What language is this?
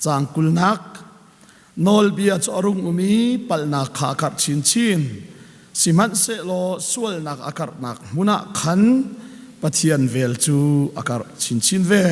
Hakha Chin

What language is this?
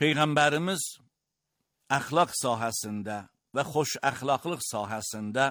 Azerbaijani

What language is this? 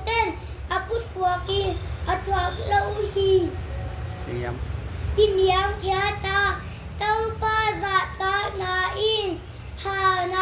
Tedim Chin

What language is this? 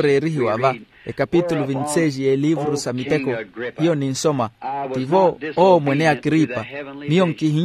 Makhuwa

